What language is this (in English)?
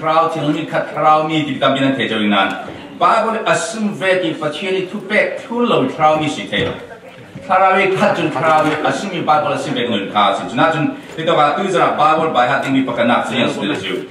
Falam Chin